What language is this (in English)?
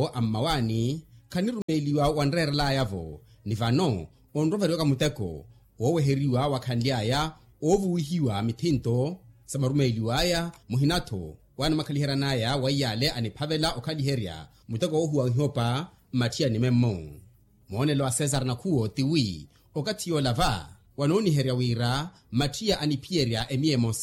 Makhuwa